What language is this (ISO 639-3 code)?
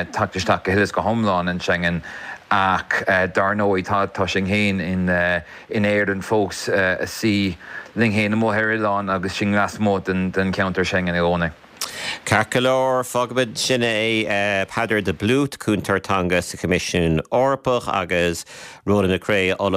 gle